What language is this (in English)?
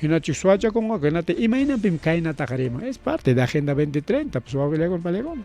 Ayacucho Quechua